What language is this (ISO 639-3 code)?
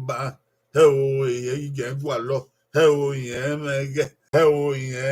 bin